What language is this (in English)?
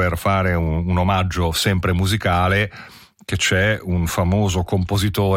Italian